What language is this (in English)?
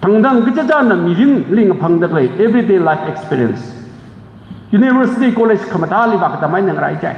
Tangkhul Naga (India)